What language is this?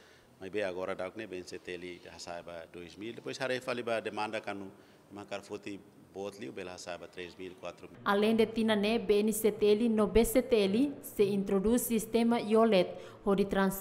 Tetum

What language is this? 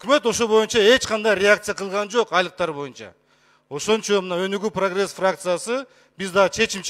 Kyrgyz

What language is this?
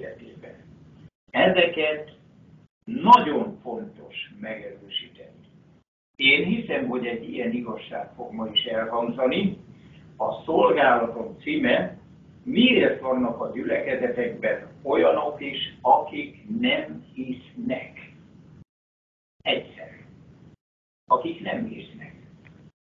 Hungarian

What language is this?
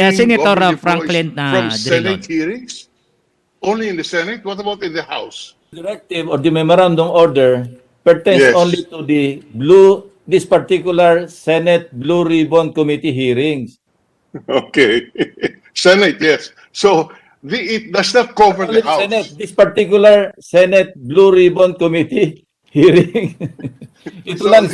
Hiligaynon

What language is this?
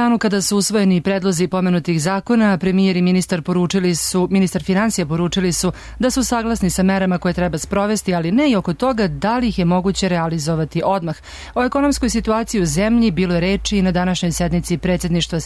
Serbian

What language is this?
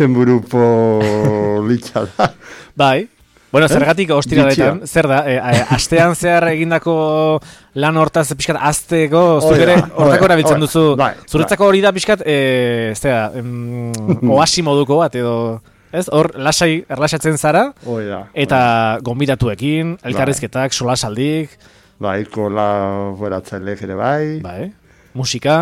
Basque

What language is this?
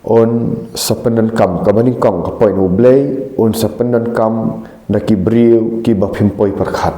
Khasi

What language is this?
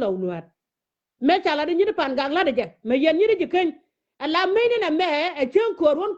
Nuer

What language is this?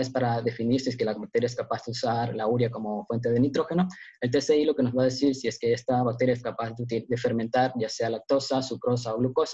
Spanish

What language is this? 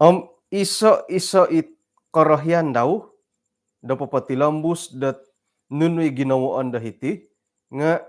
Central Dusun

